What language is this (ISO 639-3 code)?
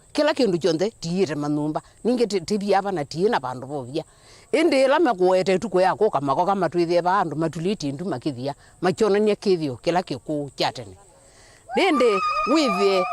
kam